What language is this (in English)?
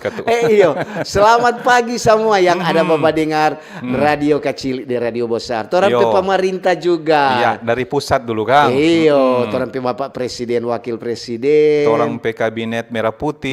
Manado Malay